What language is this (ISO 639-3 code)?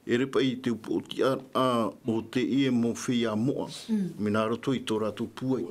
tah